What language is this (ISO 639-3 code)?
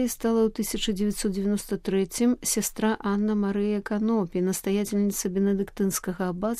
bel